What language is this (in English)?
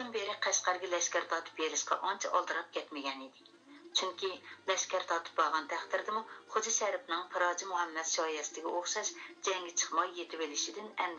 Uyghur